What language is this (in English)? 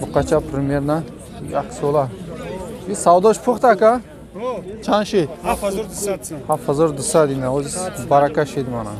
Tajik